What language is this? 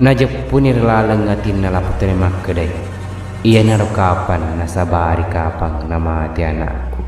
Buginese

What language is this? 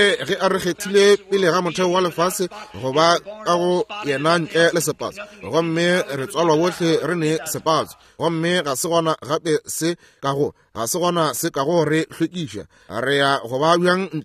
Northern Sotho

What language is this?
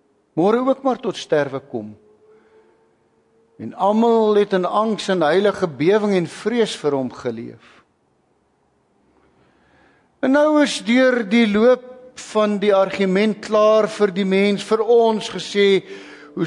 Afrikaans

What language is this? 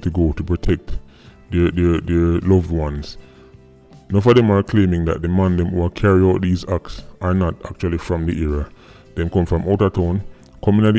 Jamaican Creole English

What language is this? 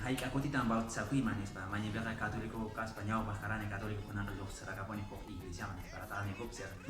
Quechua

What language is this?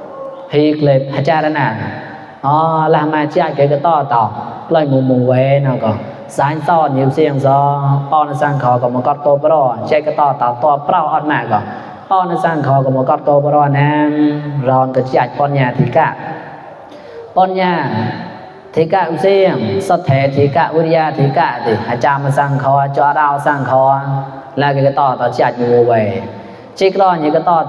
Mon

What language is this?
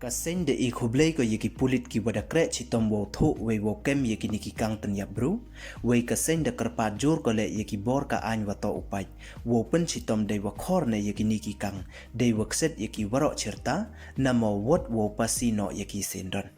Pnar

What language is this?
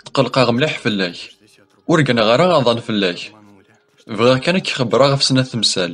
Kabyle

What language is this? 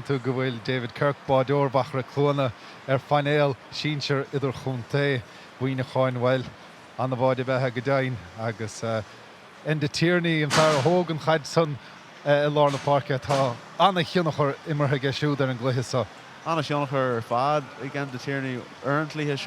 Irish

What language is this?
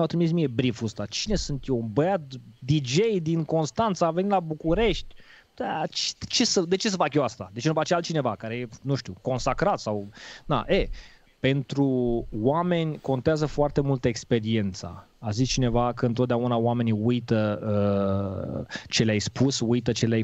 Romanian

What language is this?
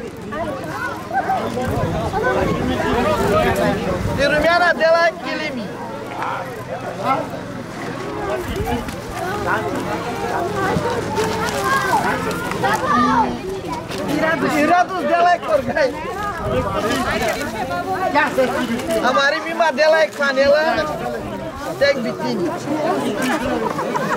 Romanian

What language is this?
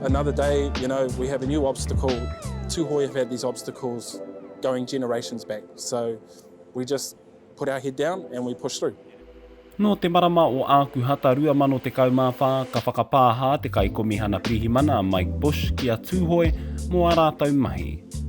Māori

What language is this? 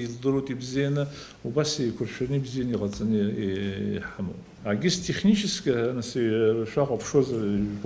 Abkhazian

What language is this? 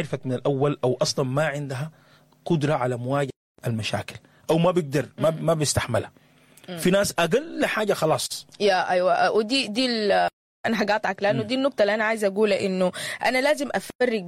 Sudanese Arabic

